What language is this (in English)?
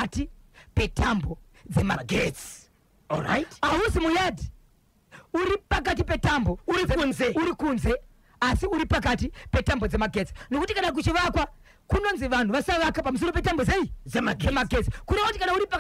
Shona